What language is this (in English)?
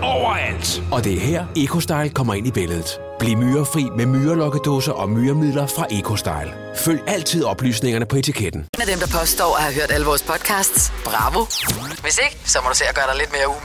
Danish